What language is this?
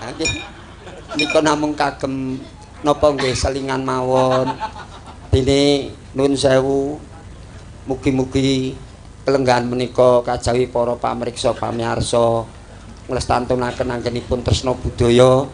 Javanese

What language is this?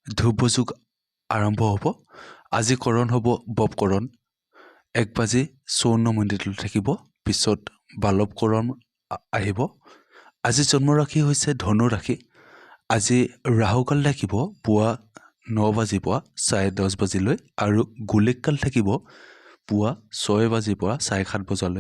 Assamese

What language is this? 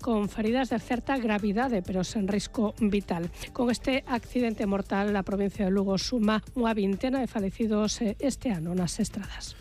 Galician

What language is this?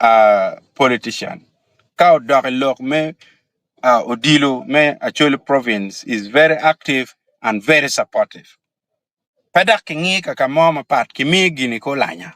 Acoli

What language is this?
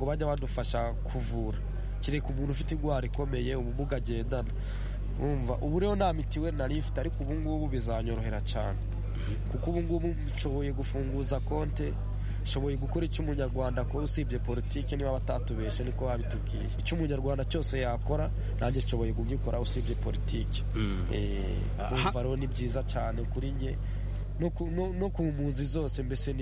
Kinyarwanda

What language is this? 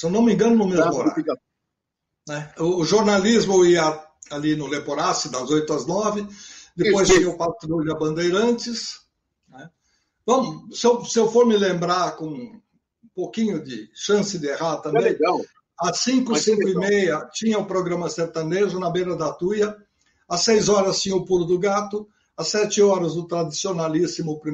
Portuguese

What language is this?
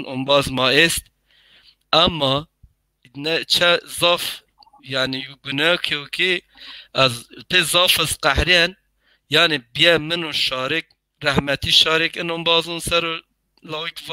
Zaza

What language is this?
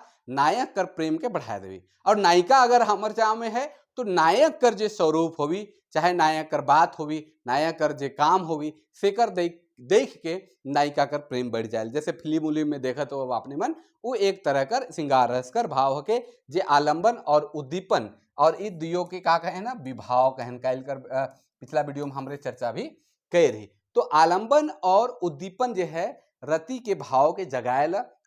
Sadri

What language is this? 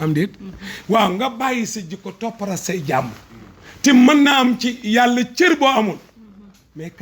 Wolof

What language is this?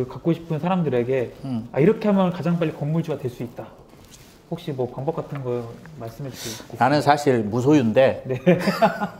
Korean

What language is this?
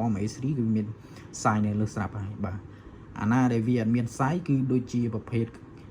Khmer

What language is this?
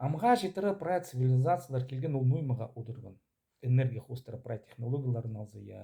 Khakas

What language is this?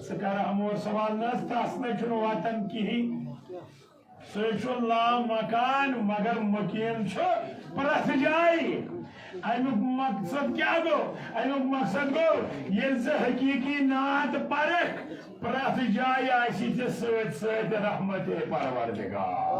Kashmiri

